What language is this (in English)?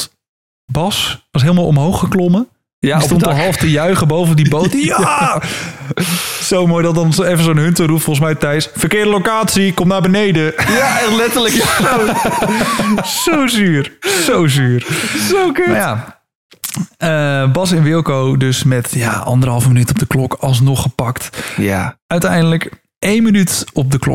Dutch